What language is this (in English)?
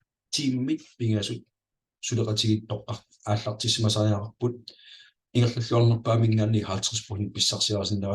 Kalaallisut